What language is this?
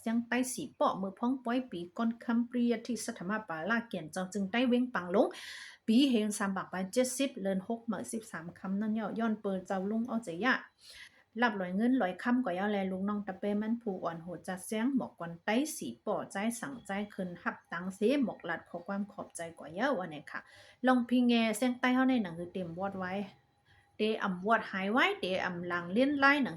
Shan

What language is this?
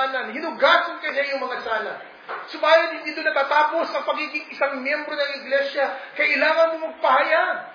Filipino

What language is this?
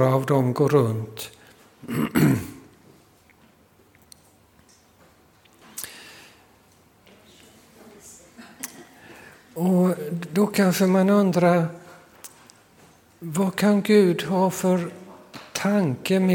Swedish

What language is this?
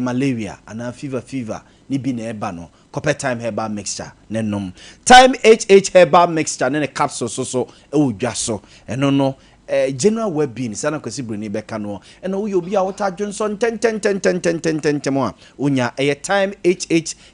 Akan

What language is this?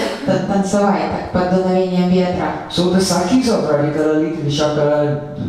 Russian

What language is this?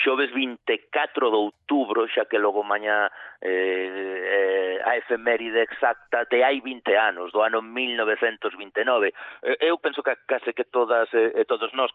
Galician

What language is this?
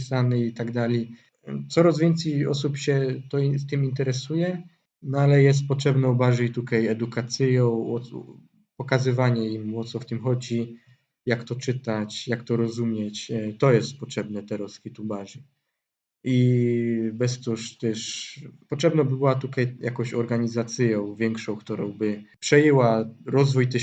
Silesian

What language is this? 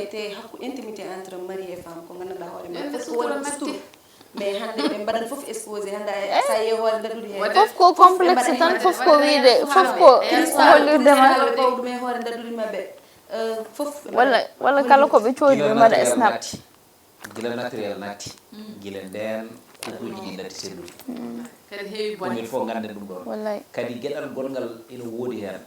Fula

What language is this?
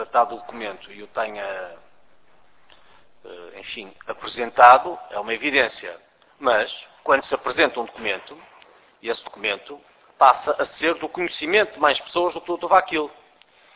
Portuguese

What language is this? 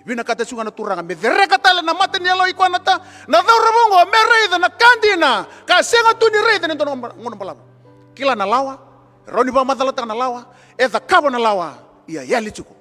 Fijian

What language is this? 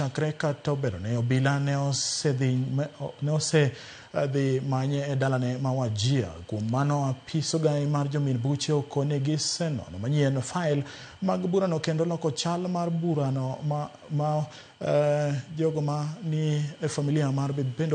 Luo (Kenya and Tanzania)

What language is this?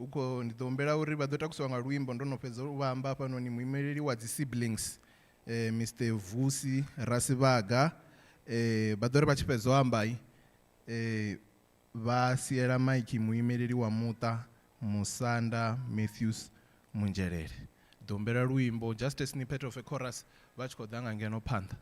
Venda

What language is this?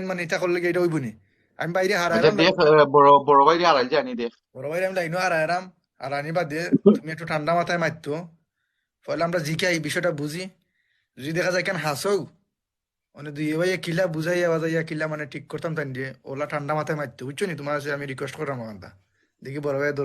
Sylheti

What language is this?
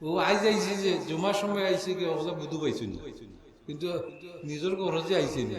Sylheti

